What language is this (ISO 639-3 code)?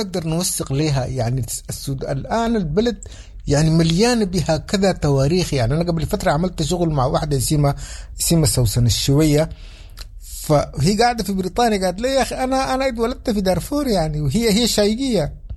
apd